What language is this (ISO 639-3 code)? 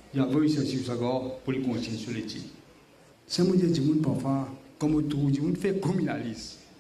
mfe